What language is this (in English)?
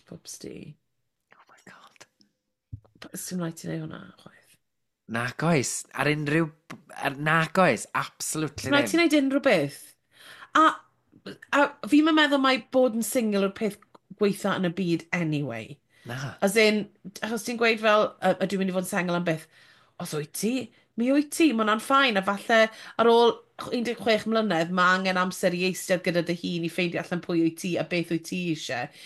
Welsh